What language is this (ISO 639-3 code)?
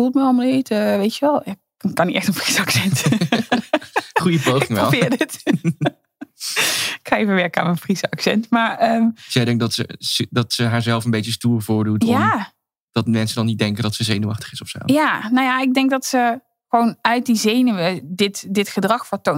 nld